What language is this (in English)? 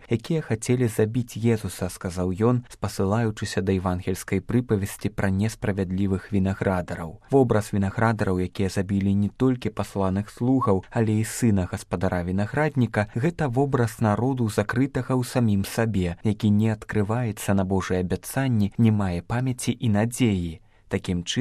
Belarusian